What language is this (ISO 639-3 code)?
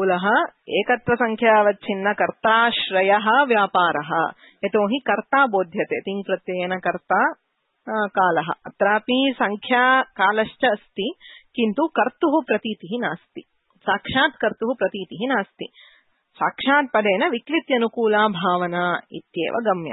san